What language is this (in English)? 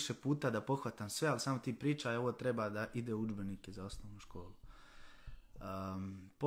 Croatian